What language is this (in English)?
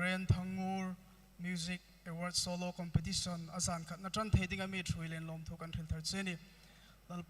Hmar